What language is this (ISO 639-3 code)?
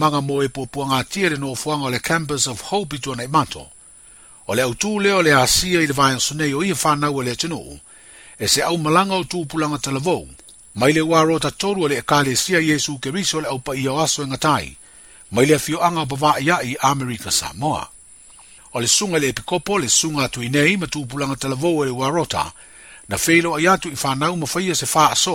smo